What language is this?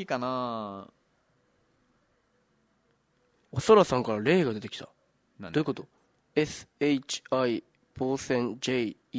Japanese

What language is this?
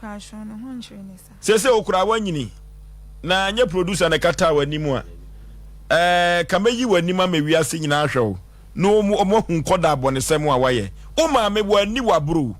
Akan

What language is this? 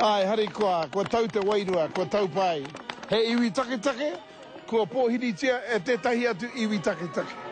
Māori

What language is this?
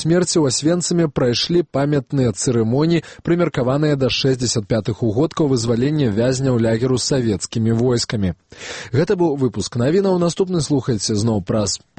Belarusian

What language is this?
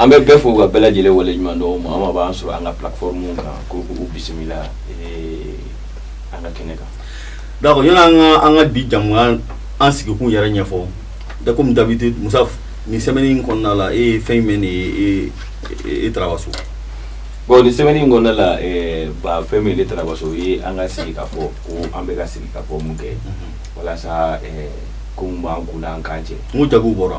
Bambara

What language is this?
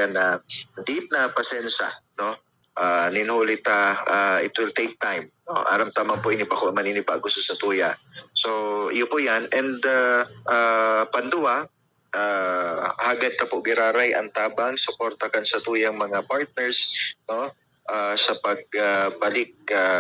Bikol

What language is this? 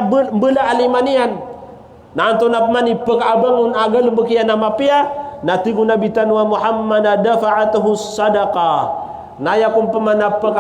Maranao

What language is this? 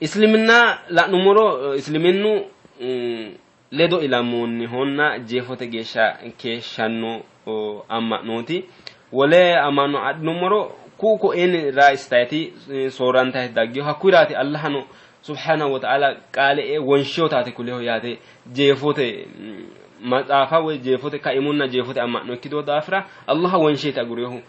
Sidamo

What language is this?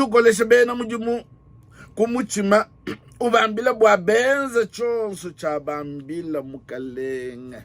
Luba-Lulua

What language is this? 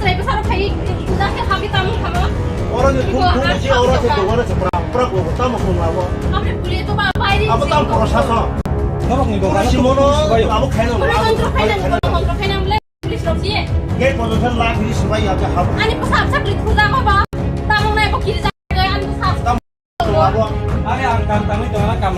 Kok Borok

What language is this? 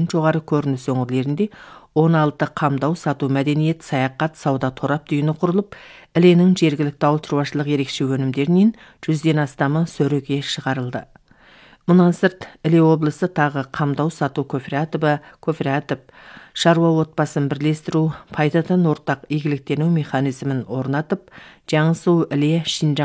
Kazakh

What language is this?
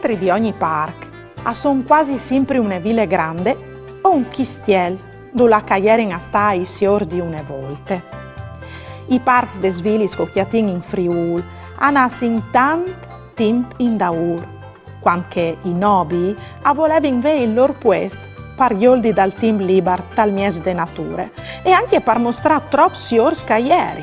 Friulian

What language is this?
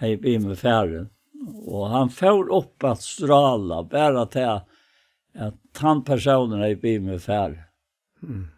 Faroese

